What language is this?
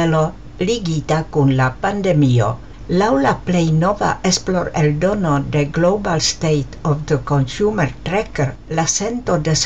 Esperanto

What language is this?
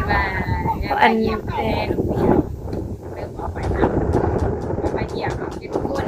Northeastern Thai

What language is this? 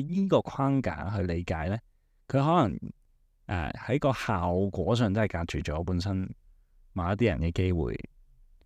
Cantonese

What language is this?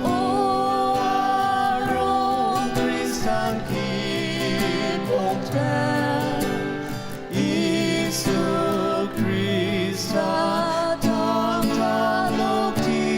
Ao Naga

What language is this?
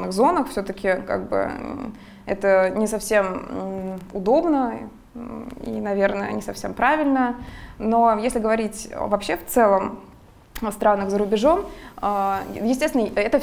Russian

